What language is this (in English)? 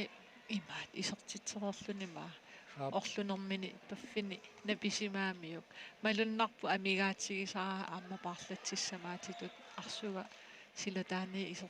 Kalaallisut